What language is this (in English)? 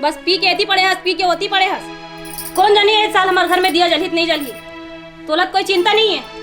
Chhattisgarhi